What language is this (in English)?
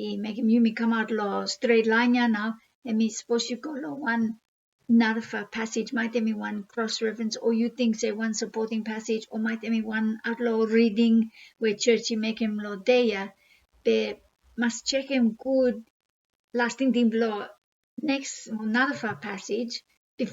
Bislama